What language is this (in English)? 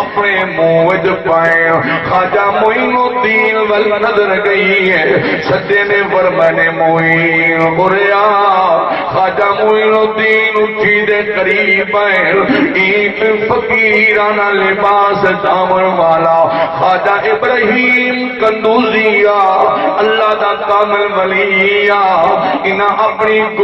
Saraiki